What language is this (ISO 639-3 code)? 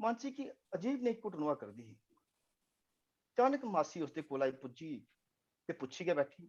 doi